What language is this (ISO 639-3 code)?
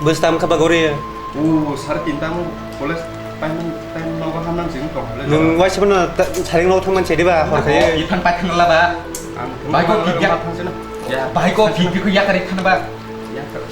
trp